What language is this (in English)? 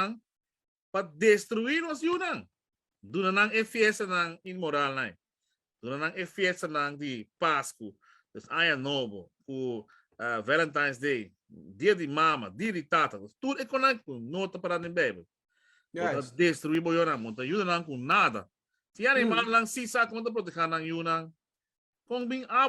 Papiamento